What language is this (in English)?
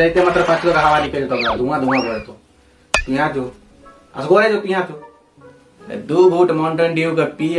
Maithili